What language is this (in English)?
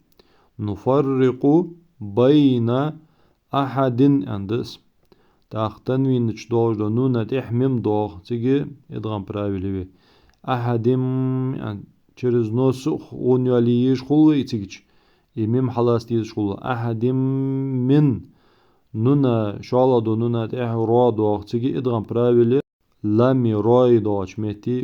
Ingush